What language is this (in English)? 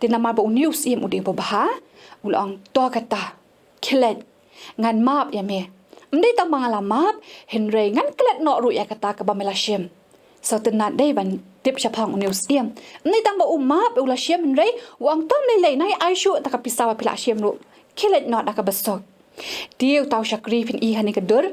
Khasi